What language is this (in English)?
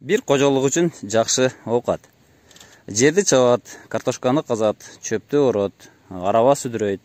Kyrgyz